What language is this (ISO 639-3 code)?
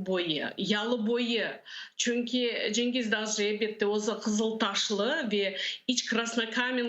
crh